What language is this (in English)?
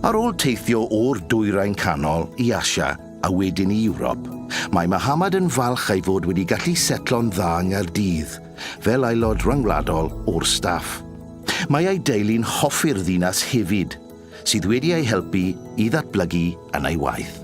Welsh